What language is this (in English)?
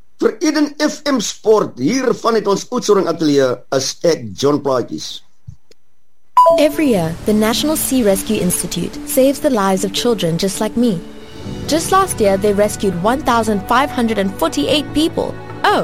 Afrikaans